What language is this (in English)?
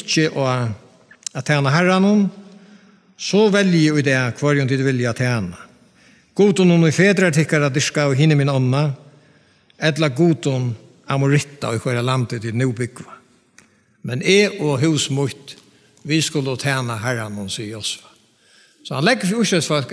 Faroese